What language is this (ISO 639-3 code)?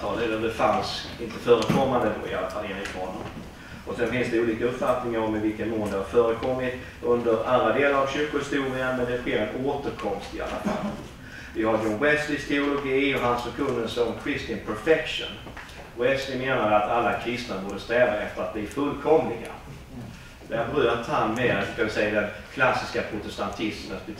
swe